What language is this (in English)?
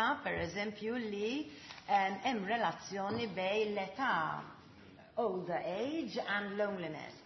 Maltese